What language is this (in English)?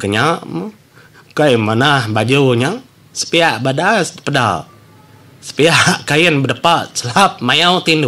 Iban